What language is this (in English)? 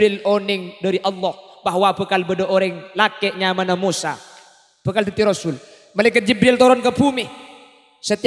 Madurese